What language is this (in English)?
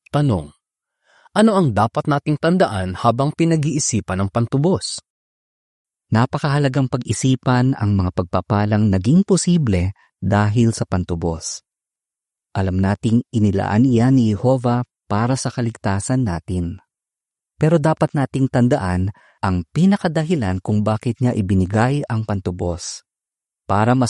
Filipino